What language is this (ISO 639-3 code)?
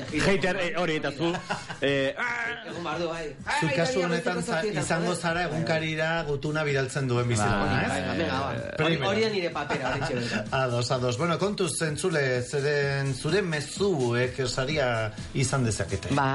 eus